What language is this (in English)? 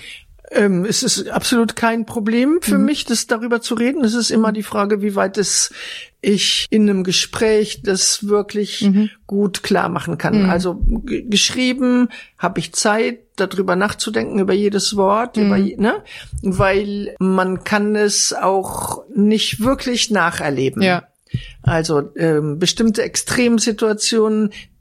German